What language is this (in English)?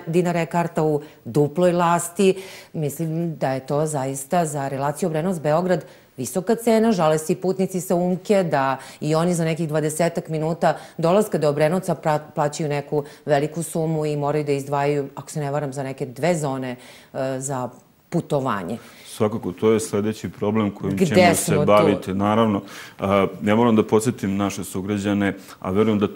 Serbian